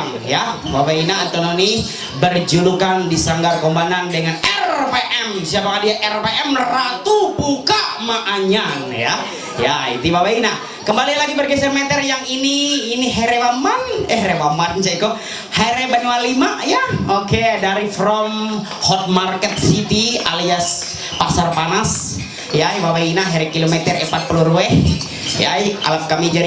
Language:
Ma'anyan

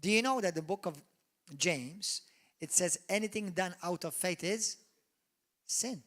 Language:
English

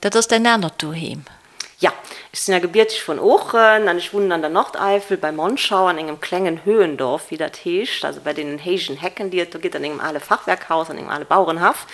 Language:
Luxembourgish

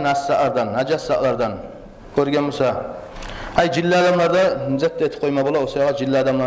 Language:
Kumyk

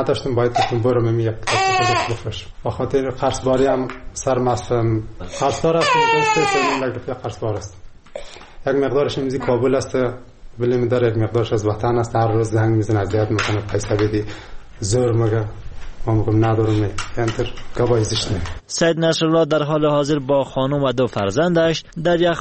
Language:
Persian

